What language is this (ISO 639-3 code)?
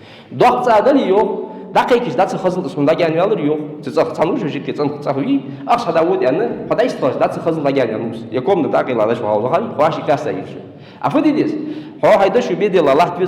inh